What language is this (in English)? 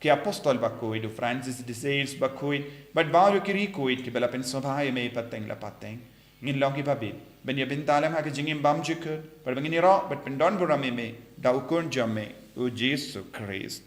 Khasi